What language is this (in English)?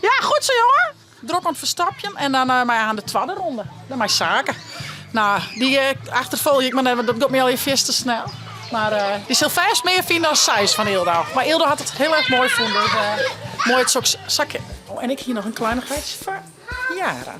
Western Frisian